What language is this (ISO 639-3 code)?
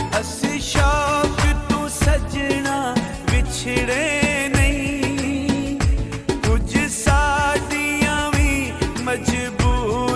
phr